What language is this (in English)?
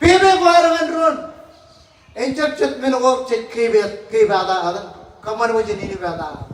Marshallese